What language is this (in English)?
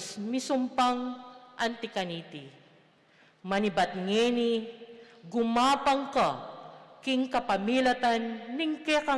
Pampanga